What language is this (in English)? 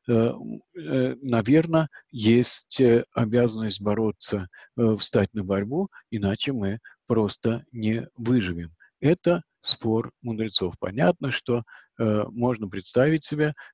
Russian